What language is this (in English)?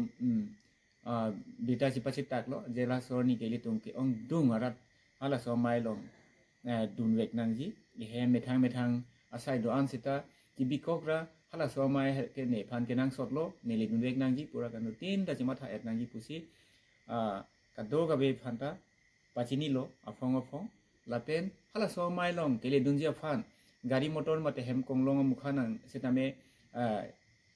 Karbi